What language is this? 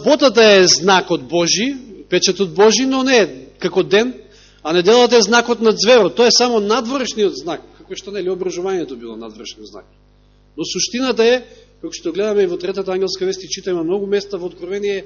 Macedonian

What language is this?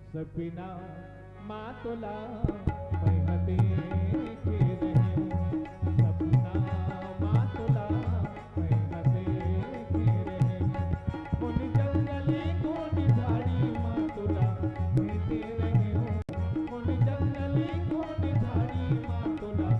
Chhattisgarhi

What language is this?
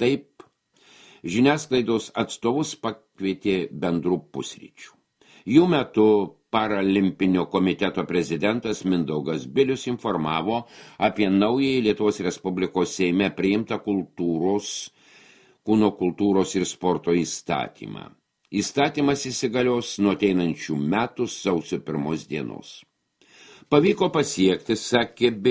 Lithuanian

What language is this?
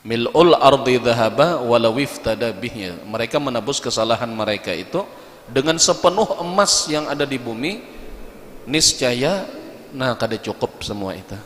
Banjar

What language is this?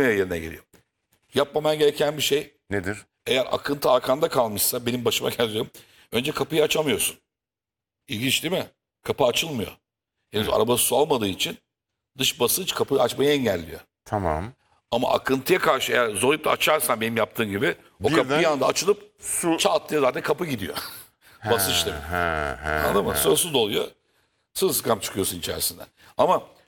Turkish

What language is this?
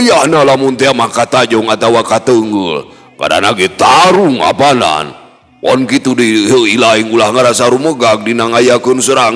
Sundanese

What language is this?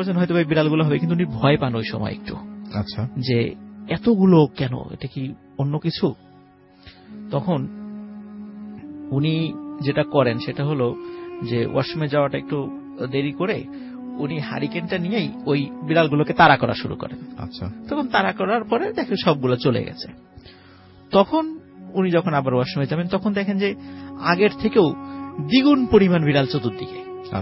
Bangla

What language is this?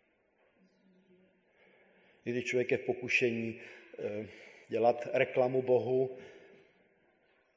Czech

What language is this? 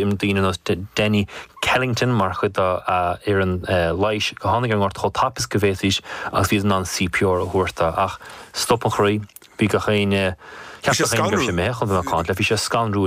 Irish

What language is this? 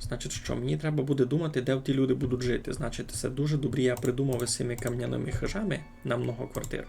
Rusyn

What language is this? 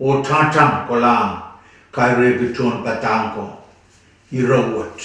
Pohnpeian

